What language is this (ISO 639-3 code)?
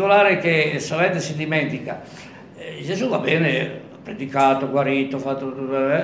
ita